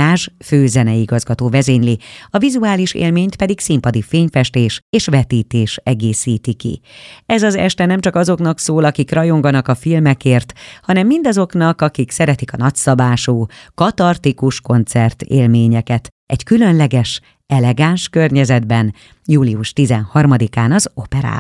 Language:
Hungarian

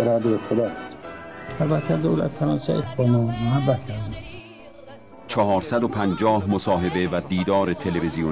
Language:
Persian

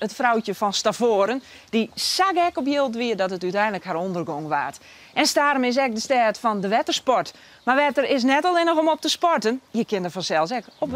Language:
Western Frisian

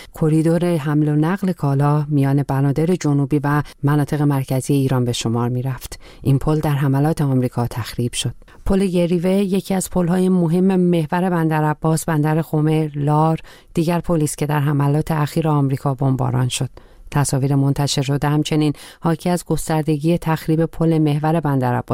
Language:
Persian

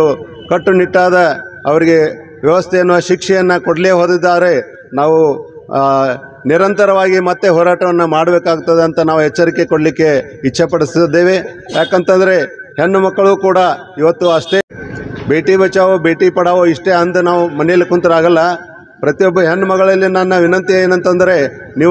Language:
Kannada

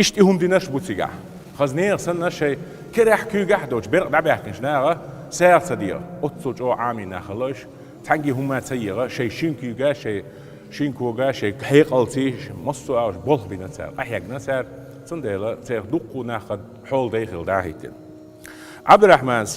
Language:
Chechen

